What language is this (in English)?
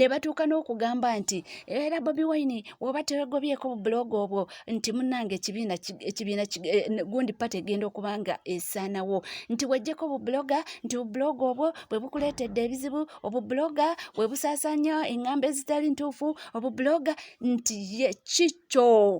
Ganda